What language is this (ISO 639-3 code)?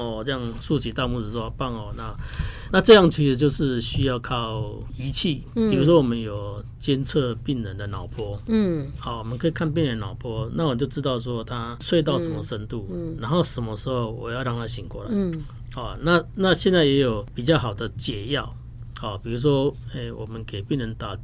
zho